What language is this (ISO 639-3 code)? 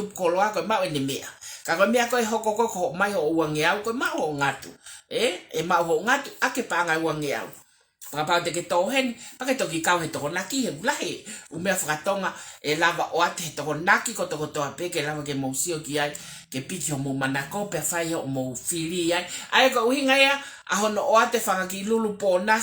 ton